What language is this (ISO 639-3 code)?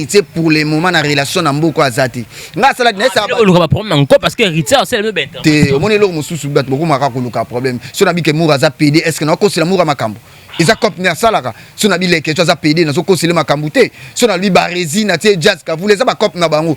lin